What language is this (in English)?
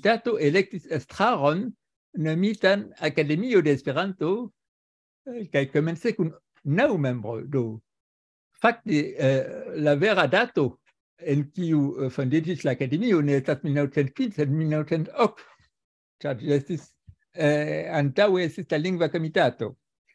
Esperanto